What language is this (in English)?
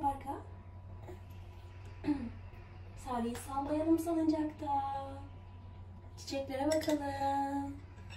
Turkish